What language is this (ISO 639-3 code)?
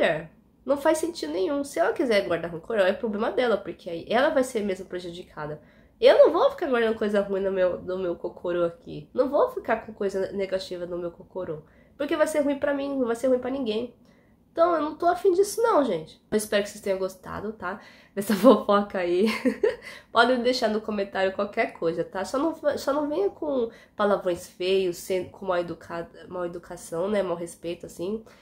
por